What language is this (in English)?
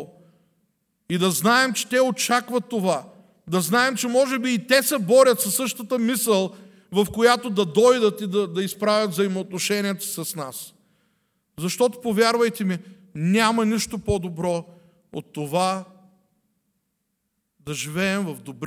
Bulgarian